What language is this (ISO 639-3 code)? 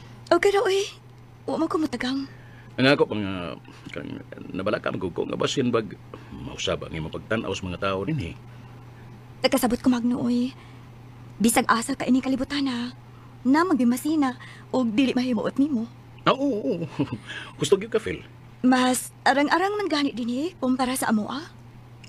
ceb